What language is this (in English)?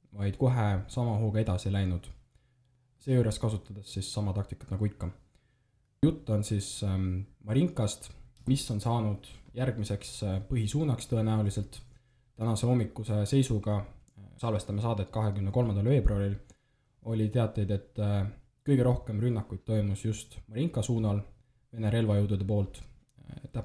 Estonian